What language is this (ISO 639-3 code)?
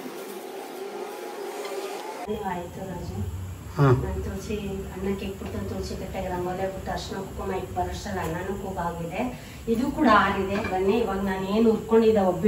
kan